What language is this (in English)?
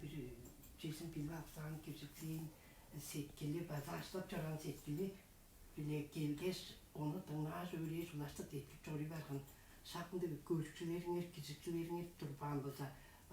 Tuvinian